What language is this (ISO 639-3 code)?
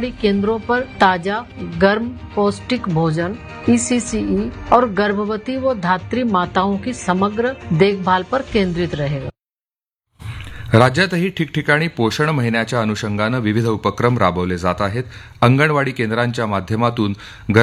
mar